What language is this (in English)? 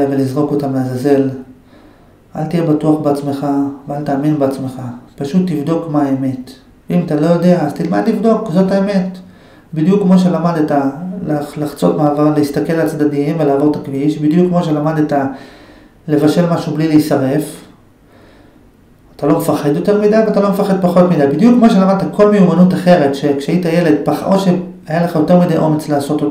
Hebrew